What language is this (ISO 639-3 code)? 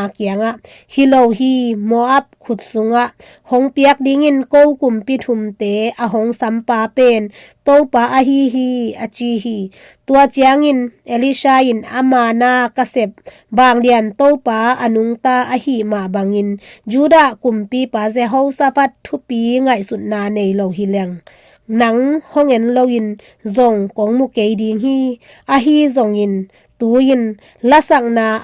ctd